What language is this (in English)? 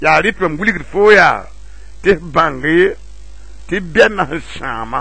Mossi